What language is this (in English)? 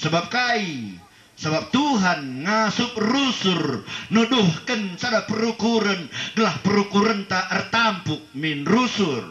Batak Karo